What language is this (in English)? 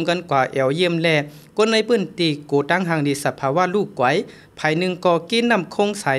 Shan